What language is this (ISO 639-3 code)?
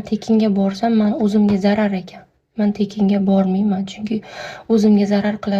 uzb